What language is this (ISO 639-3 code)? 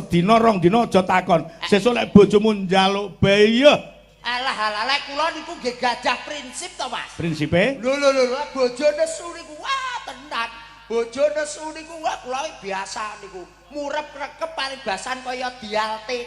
jav